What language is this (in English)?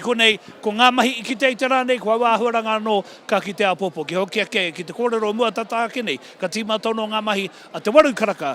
Māori